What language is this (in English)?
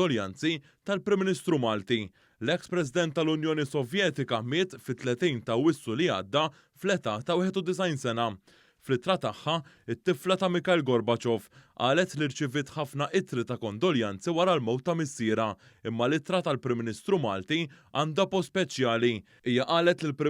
Maltese